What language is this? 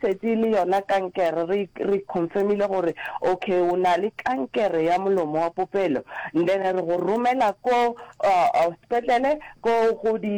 Northern Sotho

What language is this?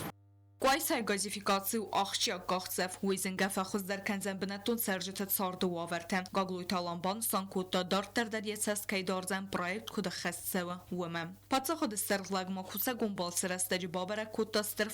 Ossetic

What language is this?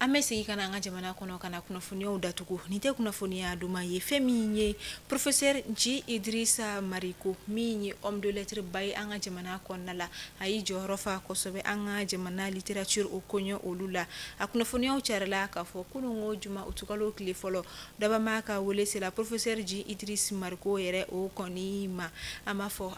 Bambara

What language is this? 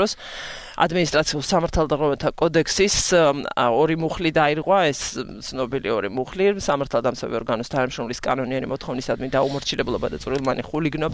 Georgian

